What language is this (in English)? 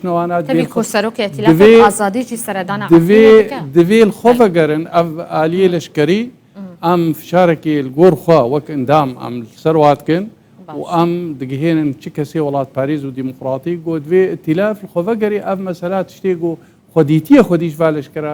Kurdish